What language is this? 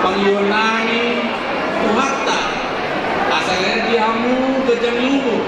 Batak Toba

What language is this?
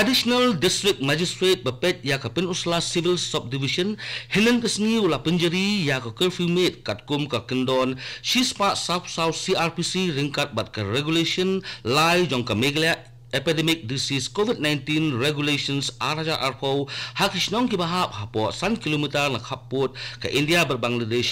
Khasi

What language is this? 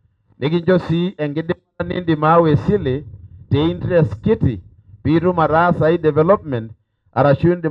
Masai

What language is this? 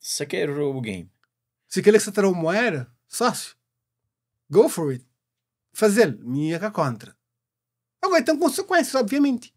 Kabuverdianu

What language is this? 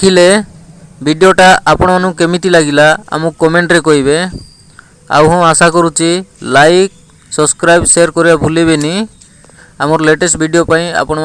Odia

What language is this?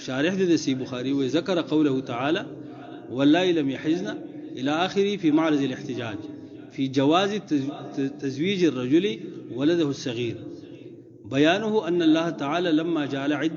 Pashto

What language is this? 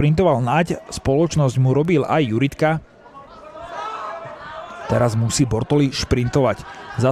Slovak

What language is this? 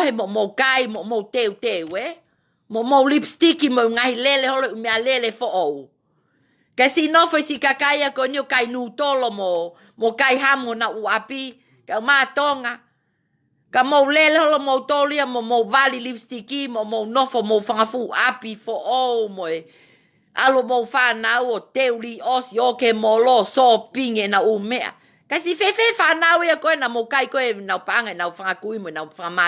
Tongan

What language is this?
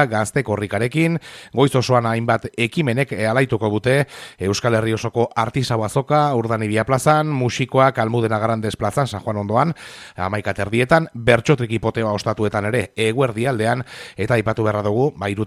Basque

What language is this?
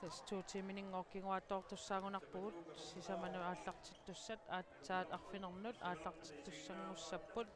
Kalaallisut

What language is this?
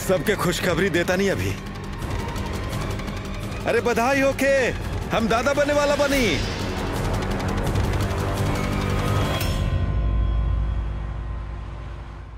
Bhojpuri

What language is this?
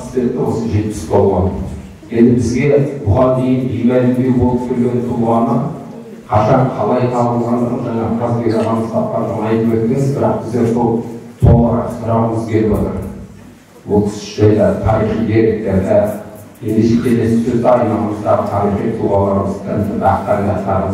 Kazakh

